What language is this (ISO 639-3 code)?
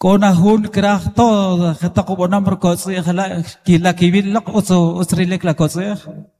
cak